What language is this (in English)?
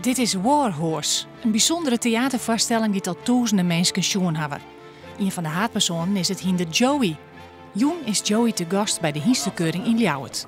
Western Frisian